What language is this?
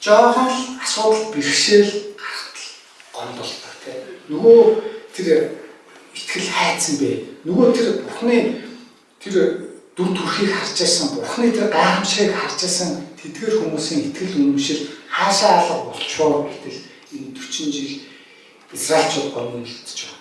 Mongolian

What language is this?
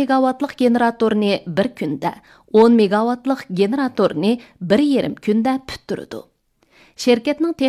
Uyghur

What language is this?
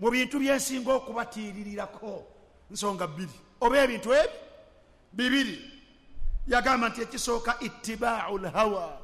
Ganda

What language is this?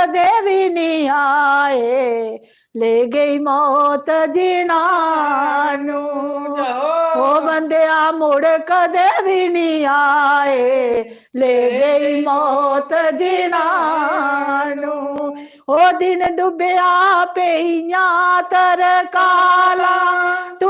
Dogri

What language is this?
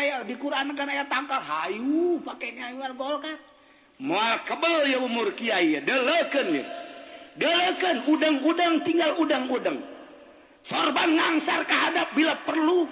Sundanese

